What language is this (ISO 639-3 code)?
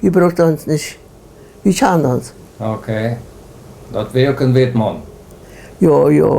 pdt